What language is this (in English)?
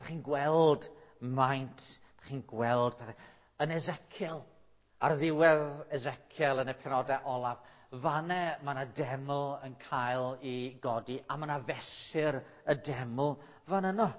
Welsh